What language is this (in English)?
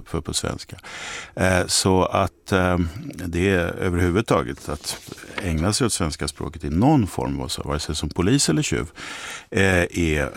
Swedish